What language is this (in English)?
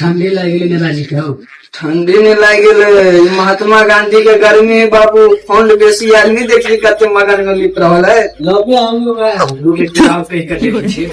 Maithili